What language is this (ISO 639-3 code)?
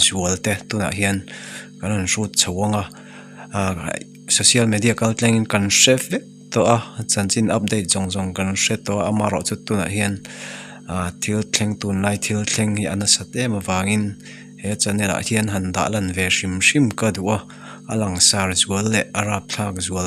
lus